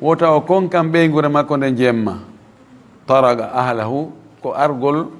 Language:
Fula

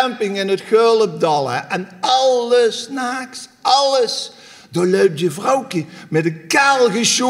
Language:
Limburgish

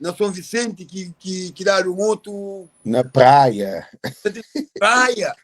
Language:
Kabuverdianu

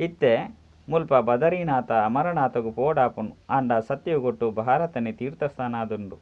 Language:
Tulu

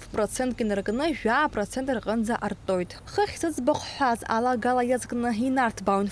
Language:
Abkhazian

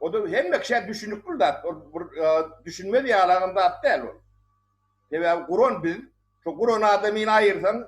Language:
Turkmen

